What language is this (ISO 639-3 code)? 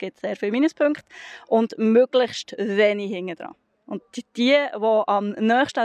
gsw